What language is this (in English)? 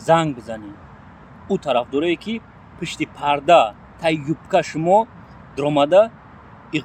Tajik